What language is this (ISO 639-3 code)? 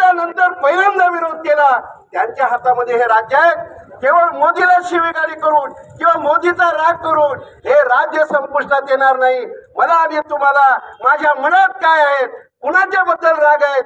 mar